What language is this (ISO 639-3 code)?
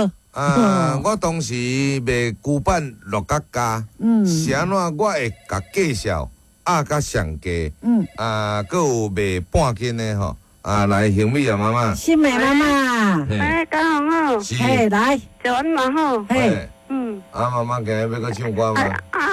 nan